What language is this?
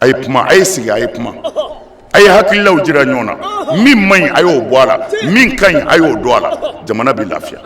Bambara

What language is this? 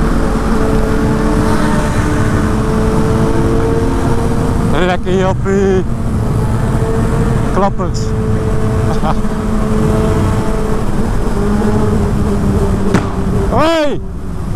Dutch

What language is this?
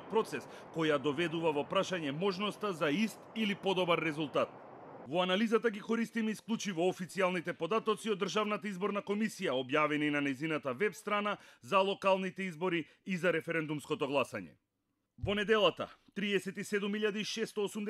Macedonian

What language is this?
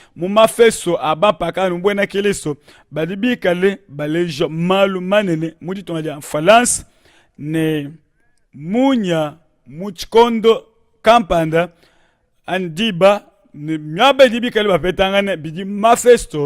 Luba-Lulua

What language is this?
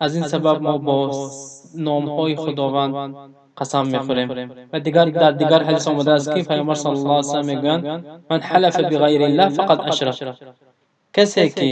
Tajik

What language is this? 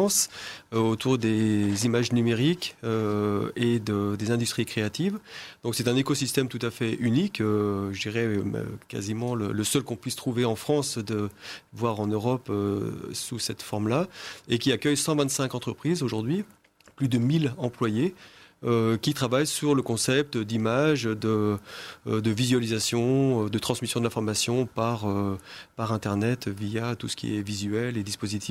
French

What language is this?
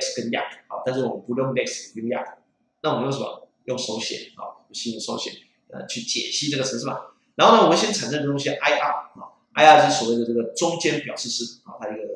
Chinese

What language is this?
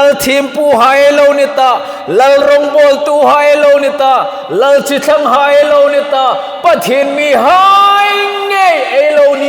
Hmar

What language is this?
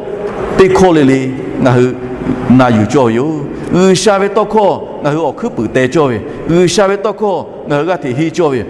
Lahu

